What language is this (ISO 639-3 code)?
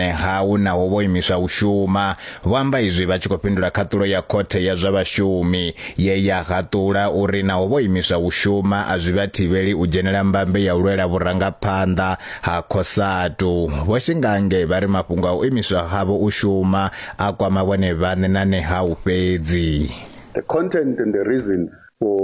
ven